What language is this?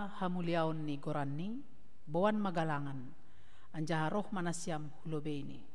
Batak Simalungun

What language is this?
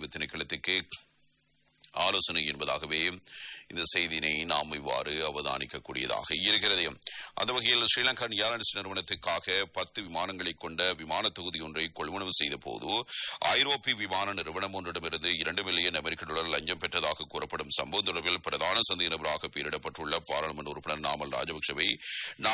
Tamil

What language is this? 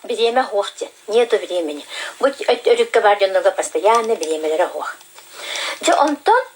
Yakut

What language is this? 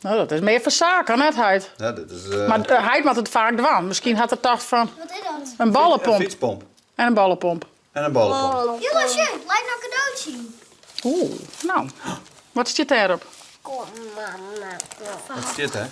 Western Frisian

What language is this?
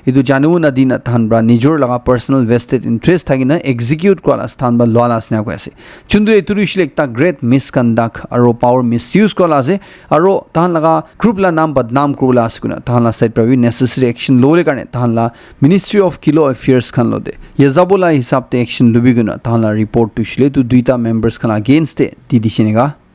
Naga Pidgin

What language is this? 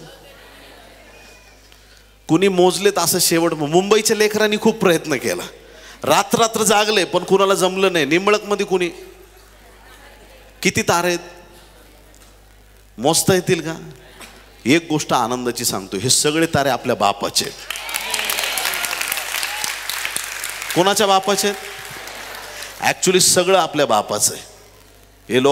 Marathi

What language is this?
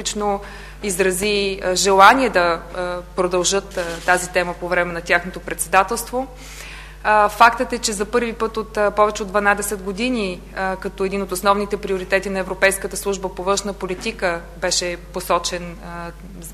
Bulgarian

